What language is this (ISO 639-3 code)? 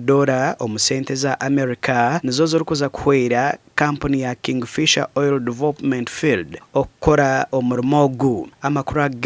nyn